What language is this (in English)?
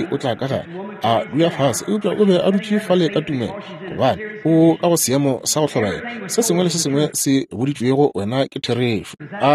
Northern Sotho